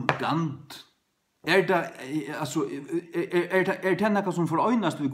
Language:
Faroese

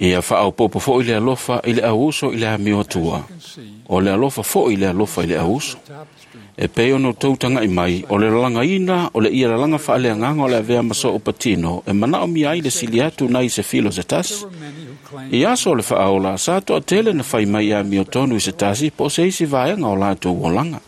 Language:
Samoan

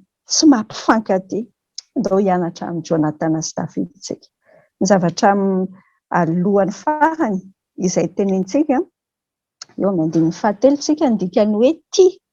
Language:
Malagasy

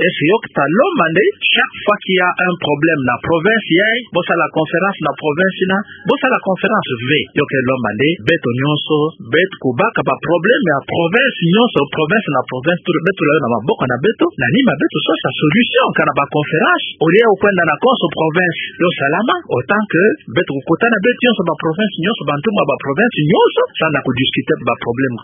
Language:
Kituba (Democratic Republic of Congo)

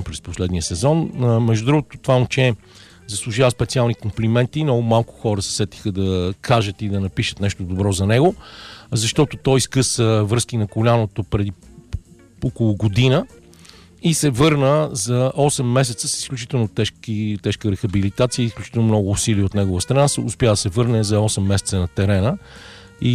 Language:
Bulgarian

